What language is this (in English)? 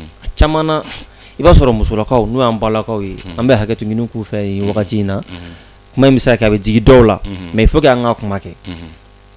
Bambara